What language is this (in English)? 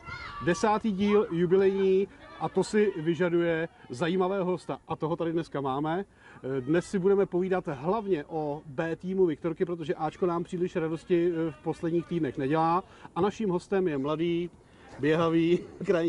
Czech